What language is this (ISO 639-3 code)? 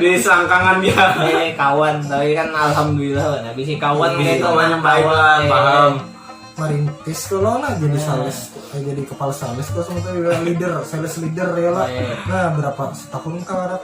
bjn